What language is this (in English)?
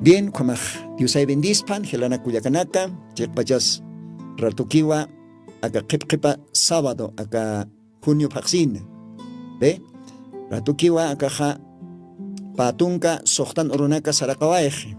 Aymara